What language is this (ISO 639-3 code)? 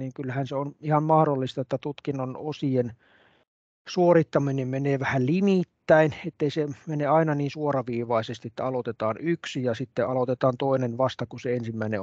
fin